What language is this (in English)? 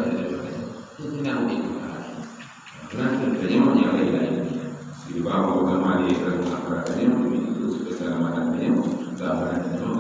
Achinese